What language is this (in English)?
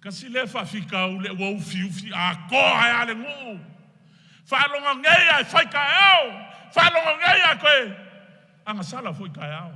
Samoan